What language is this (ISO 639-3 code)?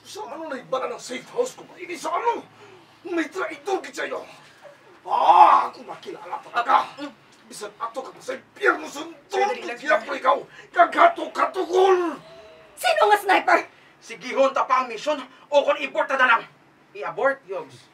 hil